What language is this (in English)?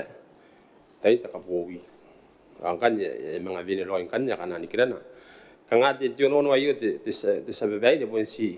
Gilbertese